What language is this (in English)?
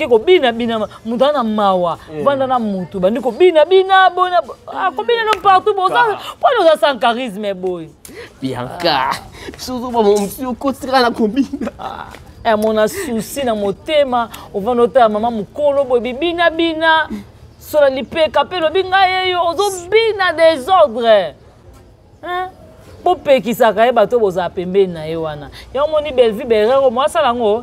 Lingala